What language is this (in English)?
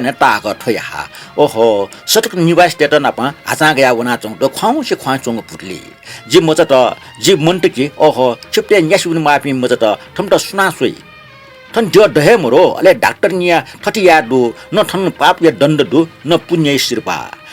Newari